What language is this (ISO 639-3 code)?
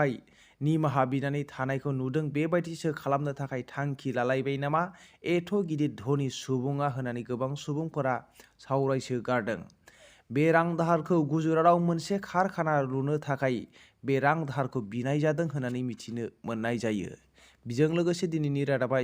brx